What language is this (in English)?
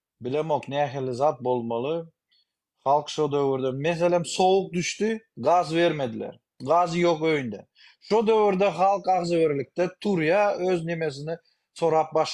Turkmen